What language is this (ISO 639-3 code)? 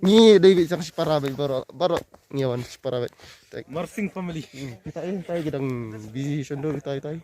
kha